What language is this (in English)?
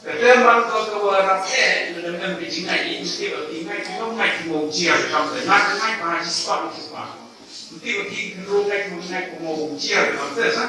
Khasi